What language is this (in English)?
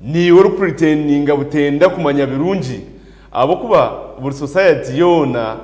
Nyankole